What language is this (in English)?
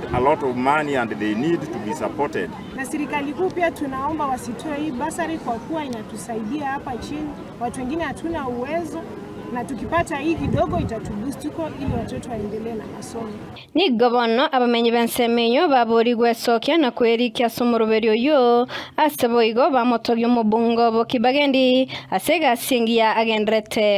Gusii